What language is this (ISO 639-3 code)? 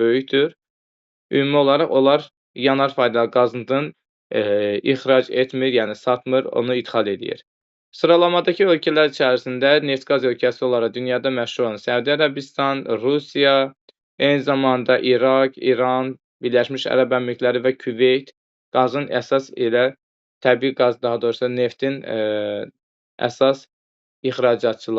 aze